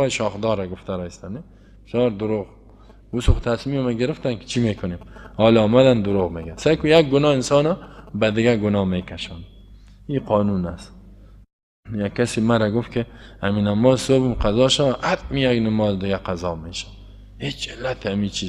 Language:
Persian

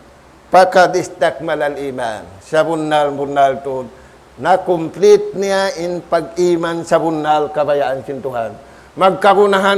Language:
Tausug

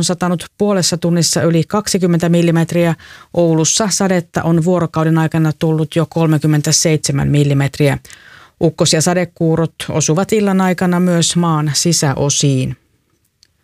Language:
Finnish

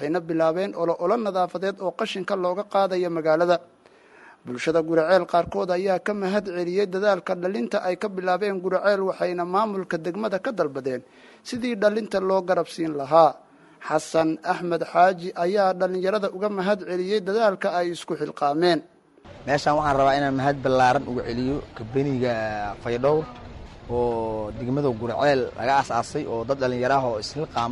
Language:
Somali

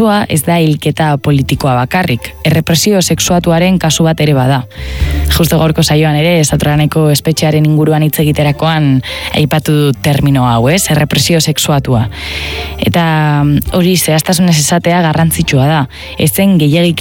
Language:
Basque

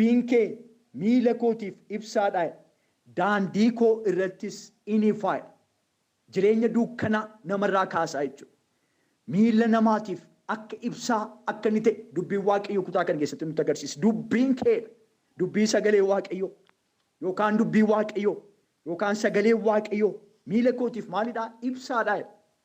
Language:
Oromo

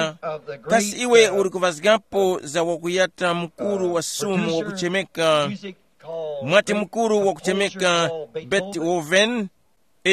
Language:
Tumbuka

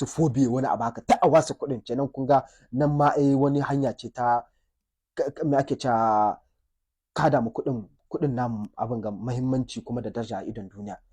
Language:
Hausa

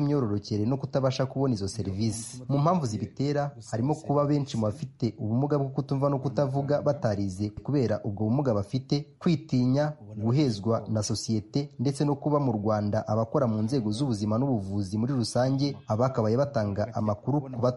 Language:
Kinyarwanda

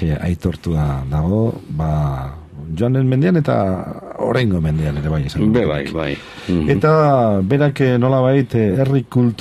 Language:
Basque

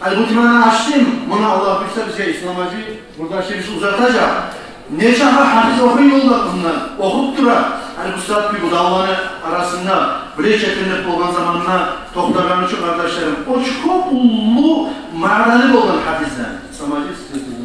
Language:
Kumyk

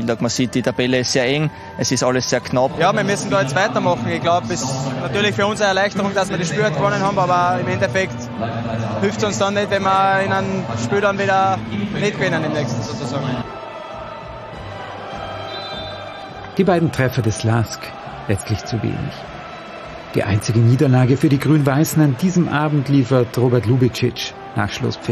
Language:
German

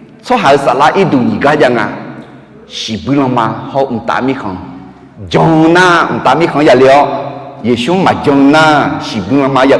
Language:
Akha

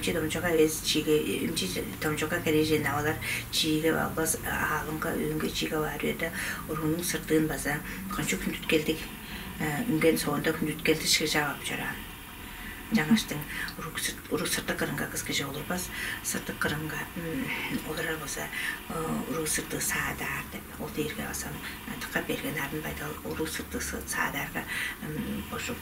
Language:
Tuvinian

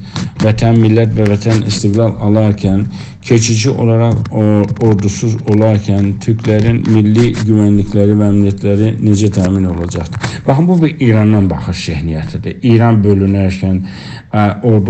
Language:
South Azerbaijani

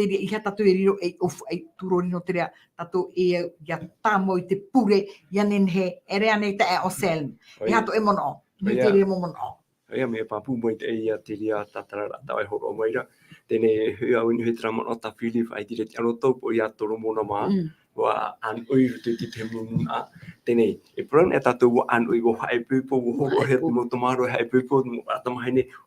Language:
Tahitian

